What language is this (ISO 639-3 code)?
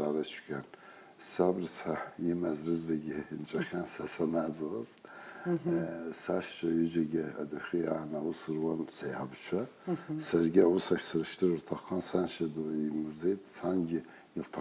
abk